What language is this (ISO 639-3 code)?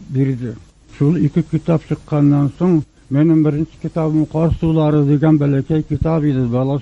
tat